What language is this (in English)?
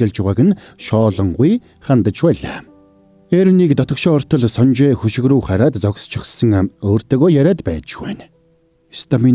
Mongolian